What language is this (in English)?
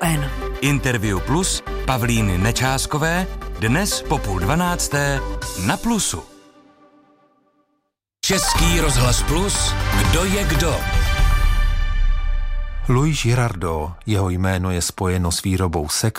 Czech